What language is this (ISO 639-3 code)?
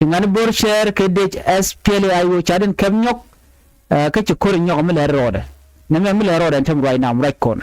nus